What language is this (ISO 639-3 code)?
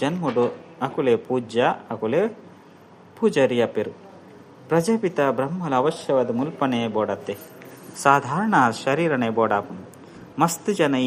tcy